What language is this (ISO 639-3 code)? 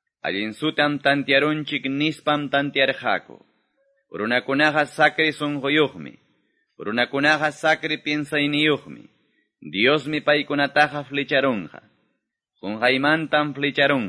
que